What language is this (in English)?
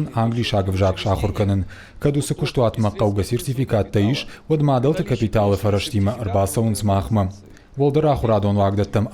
Ossetic